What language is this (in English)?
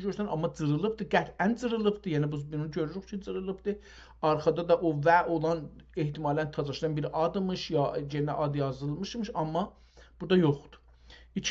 South Azerbaijani